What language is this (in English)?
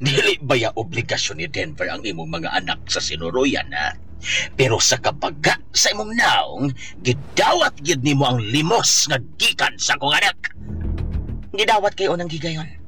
Cebuano